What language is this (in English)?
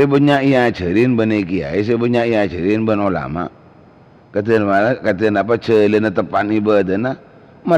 Madurese